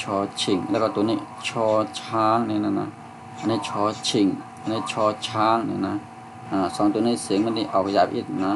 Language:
Shan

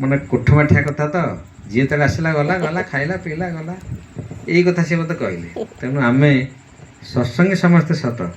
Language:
Odia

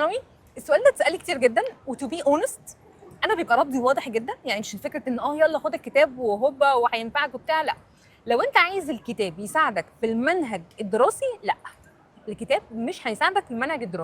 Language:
Egyptian Arabic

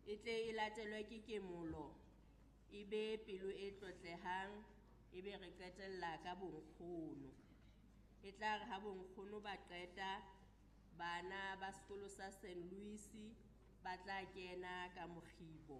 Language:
Southern Sotho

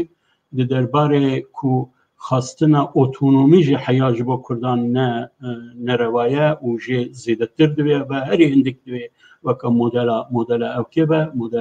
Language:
Kurdish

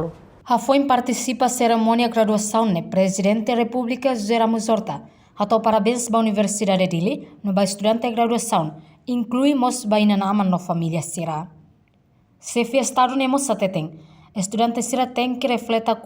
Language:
Tetum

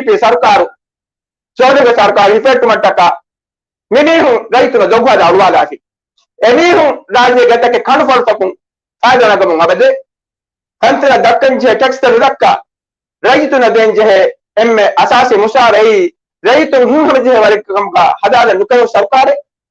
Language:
Divehi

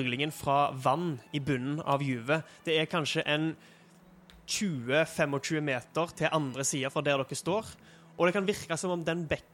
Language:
Norwegian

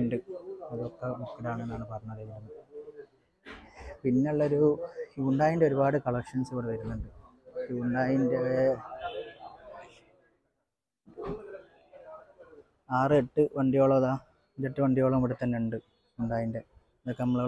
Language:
Malayalam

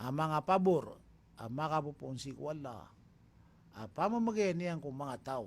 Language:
Maranao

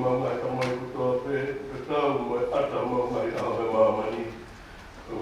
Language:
Tongan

